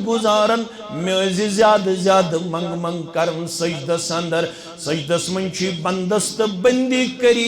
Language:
Kashmiri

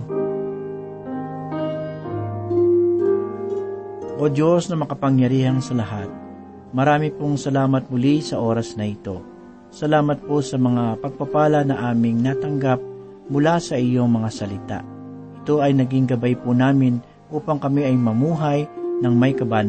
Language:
Filipino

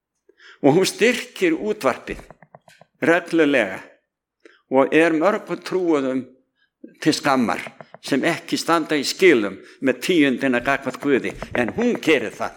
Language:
Icelandic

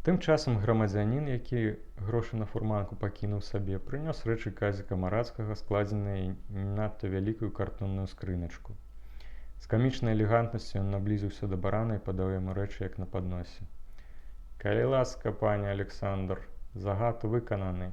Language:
Belarusian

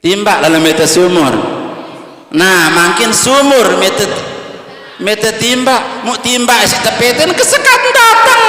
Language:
Sasak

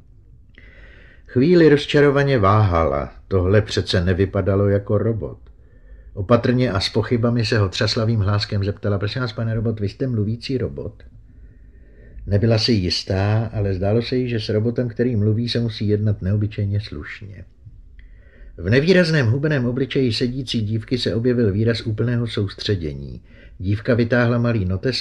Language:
Czech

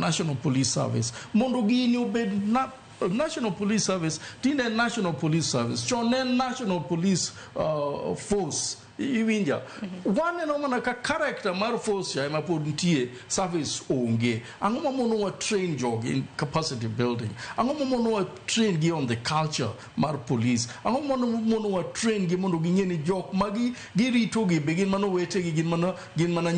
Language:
Luo (Kenya and Tanzania)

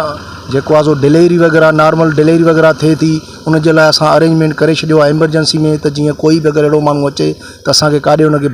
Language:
Sindhi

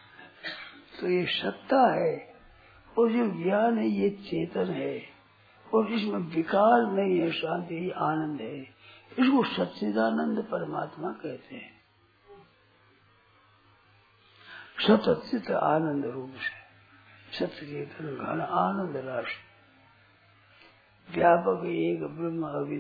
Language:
Hindi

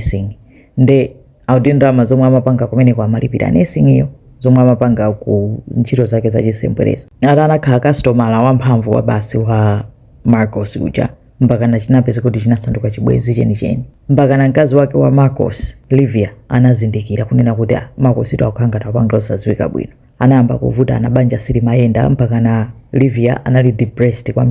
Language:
Nyanja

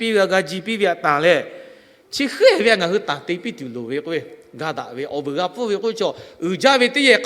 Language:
Lahu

